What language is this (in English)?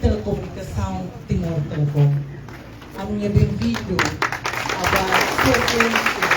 Tetum